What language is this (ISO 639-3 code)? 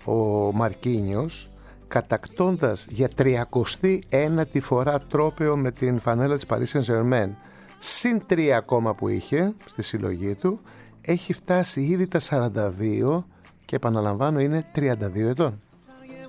ell